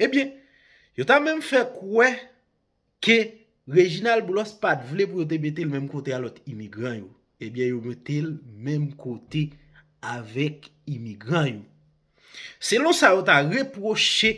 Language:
Haitian Creole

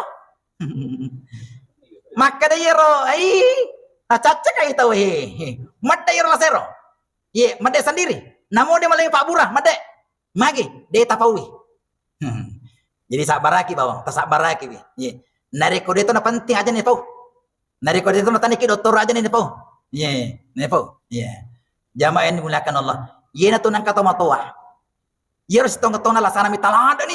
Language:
Buginese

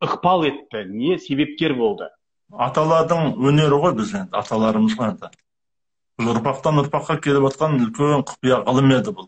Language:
Kazakh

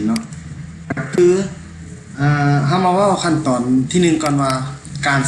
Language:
Lao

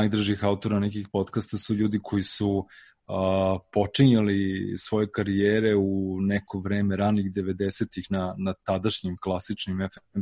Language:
Serbian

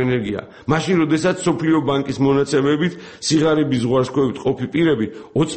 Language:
Georgian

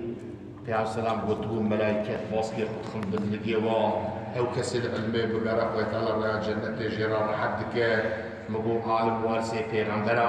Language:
Kurdish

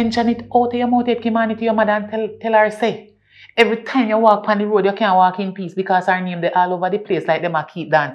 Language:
Jamaican Creole English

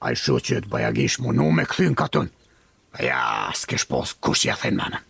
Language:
Albanian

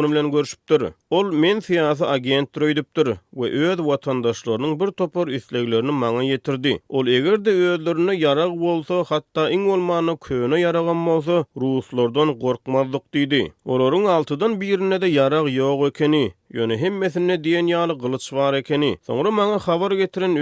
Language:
Turkmen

